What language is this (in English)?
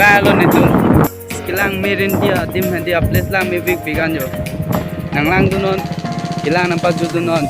Karbi